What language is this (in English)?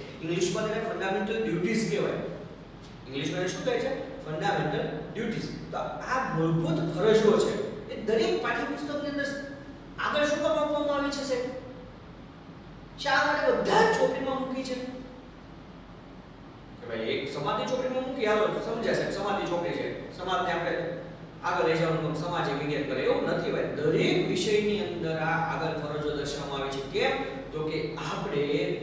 Gujarati